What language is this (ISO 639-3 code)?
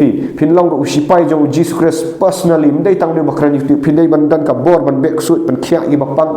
kha